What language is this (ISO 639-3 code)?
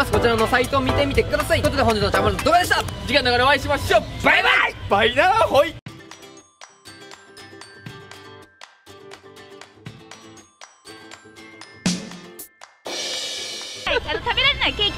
jpn